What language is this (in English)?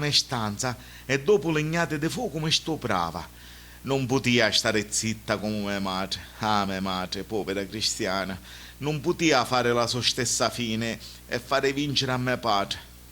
Sicilian